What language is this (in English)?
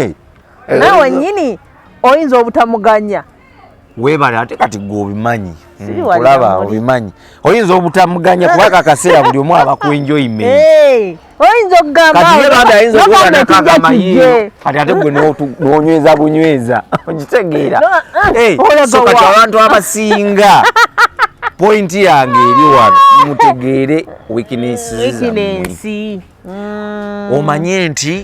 Ganda